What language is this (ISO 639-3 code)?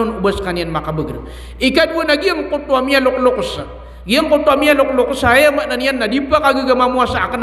mrw